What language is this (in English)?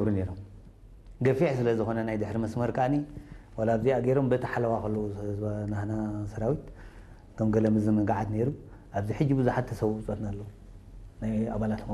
Tigrinya